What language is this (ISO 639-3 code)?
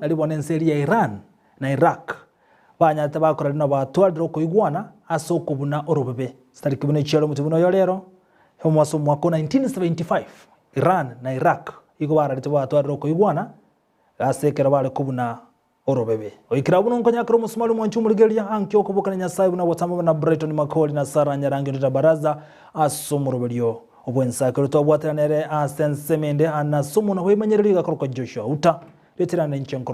guz